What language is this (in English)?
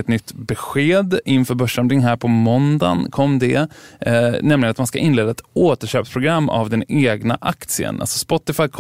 Swedish